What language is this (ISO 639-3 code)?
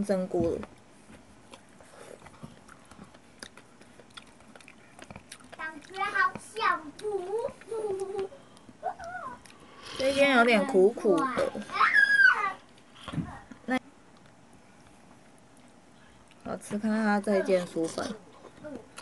zho